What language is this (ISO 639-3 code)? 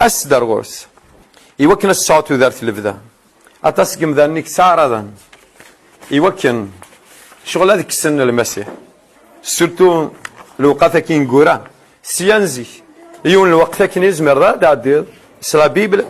kab